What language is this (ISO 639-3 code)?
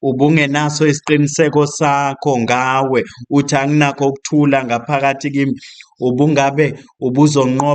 zul